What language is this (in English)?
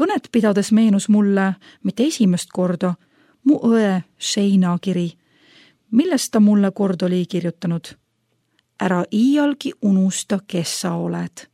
Estonian